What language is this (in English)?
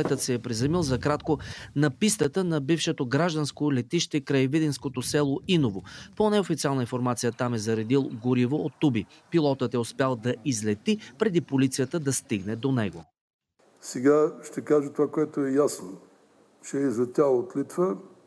Bulgarian